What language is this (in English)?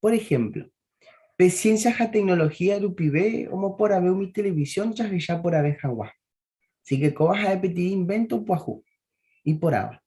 Guarani